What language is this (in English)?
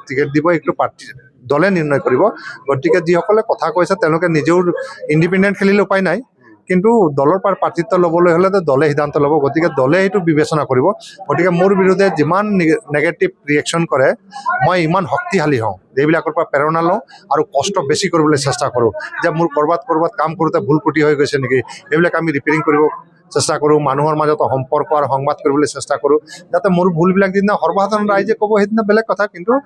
Assamese